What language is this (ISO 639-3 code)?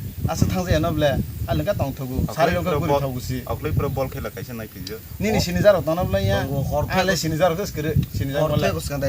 trp